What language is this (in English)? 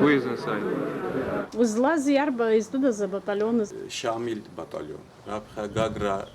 Abkhazian